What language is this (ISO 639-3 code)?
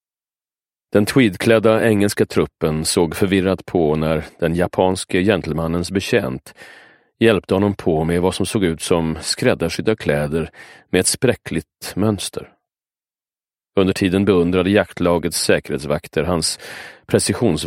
swe